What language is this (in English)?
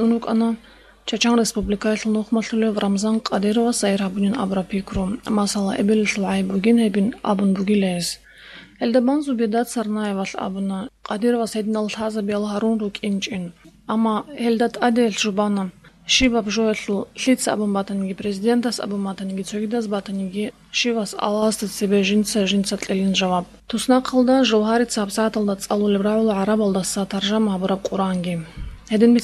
Avaric